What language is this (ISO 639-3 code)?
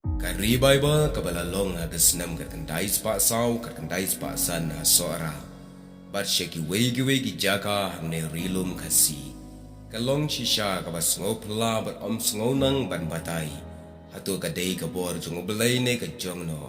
kha